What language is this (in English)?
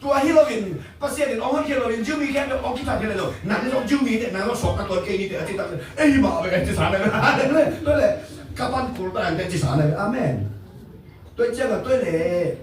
Tedim Chin